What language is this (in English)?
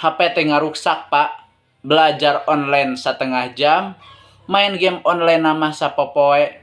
Sundanese